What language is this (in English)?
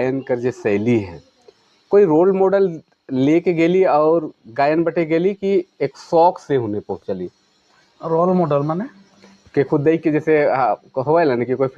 Sadri